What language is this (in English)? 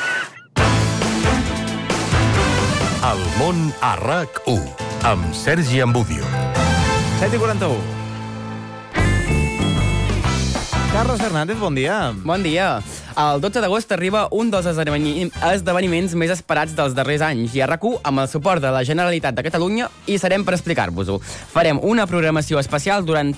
Catalan